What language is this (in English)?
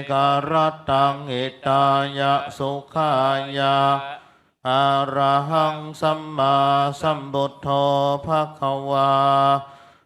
Pali